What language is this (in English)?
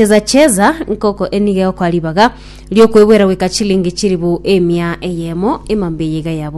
Gusii